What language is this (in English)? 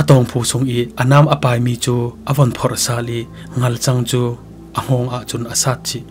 Falam Chin